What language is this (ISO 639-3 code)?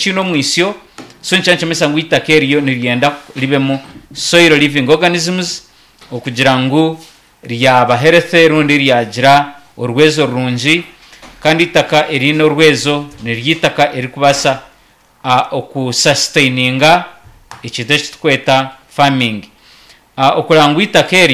nyn